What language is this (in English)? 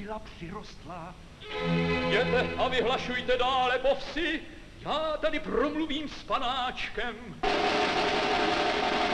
Czech